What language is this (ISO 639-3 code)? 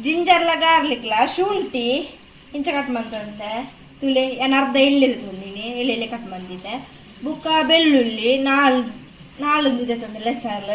tcy